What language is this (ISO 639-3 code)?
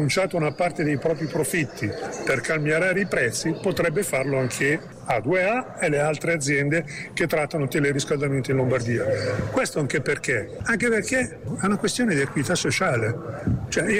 ita